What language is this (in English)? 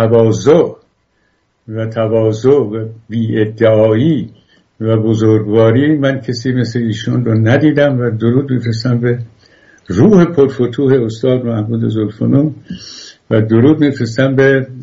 Persian